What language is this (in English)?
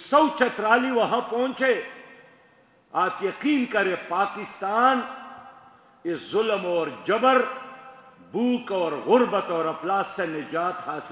Urdu